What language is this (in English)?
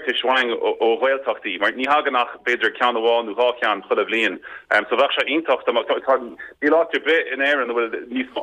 Irish